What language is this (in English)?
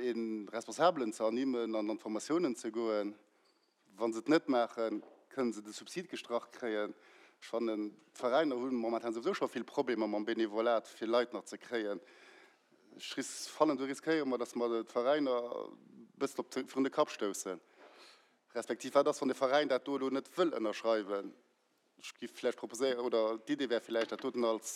Luxembourgish